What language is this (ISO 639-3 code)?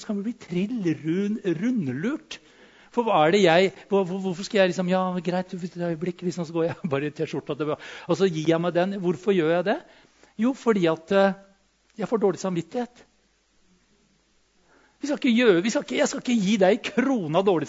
nor